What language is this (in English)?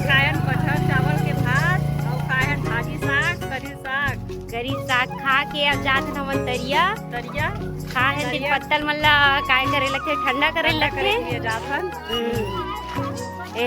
Chhattisgarhi